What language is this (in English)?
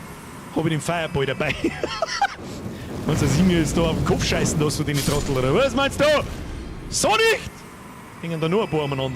Bavarian